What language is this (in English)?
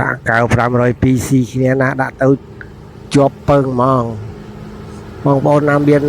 Khmer